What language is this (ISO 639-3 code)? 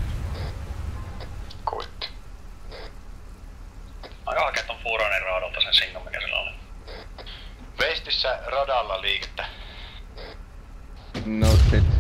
fin